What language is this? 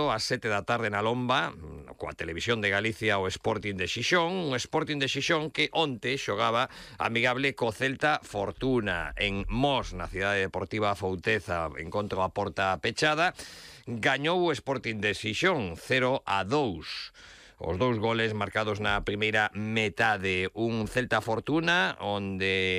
Galician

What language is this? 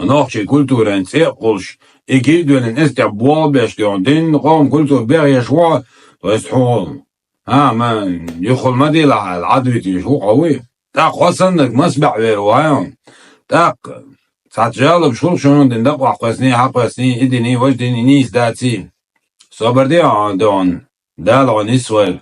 Chechen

